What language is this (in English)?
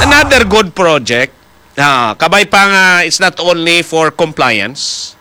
Hiligaynon